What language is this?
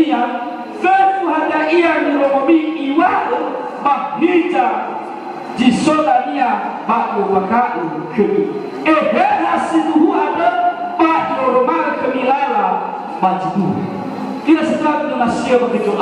Nias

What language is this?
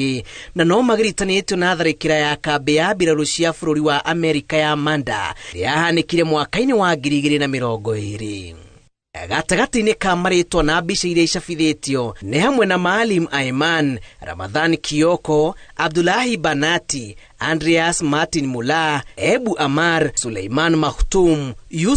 Kikuyu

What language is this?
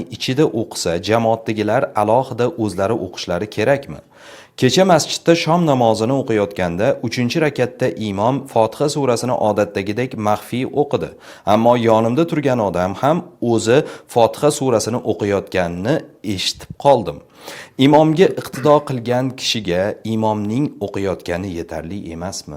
Uzbek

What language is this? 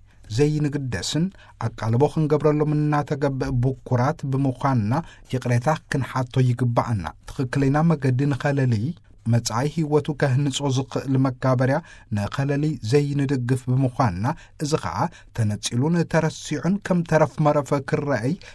Tigrinya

